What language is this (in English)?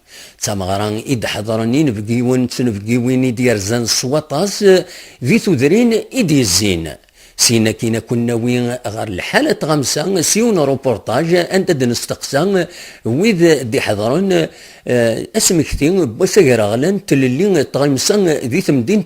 Kabyle